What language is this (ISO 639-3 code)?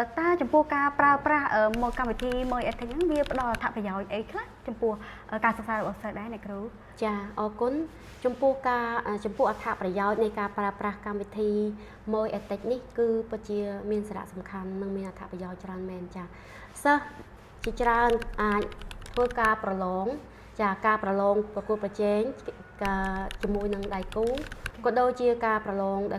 khm